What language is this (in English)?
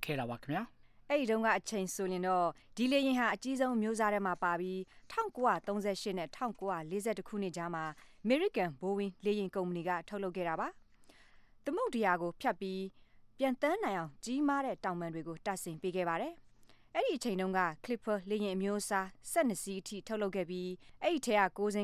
Burmese